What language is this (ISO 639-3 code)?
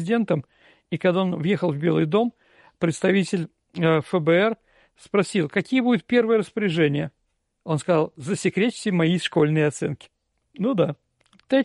rus